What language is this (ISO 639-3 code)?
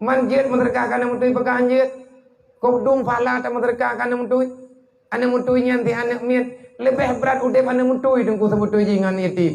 ace